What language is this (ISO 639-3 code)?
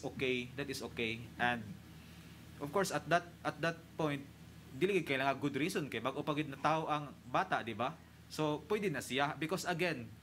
ceb